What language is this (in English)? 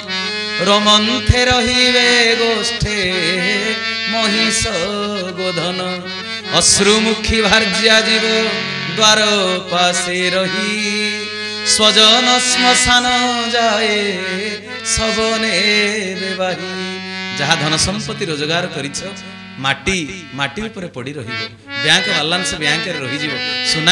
Odia